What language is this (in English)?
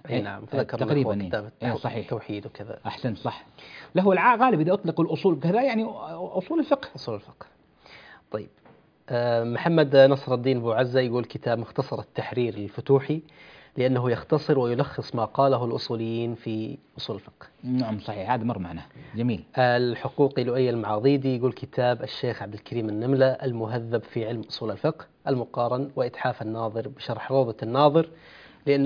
Arabic